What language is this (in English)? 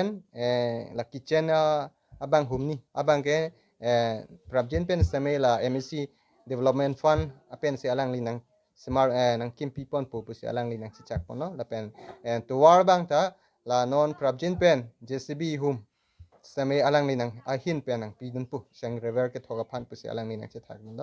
Karbi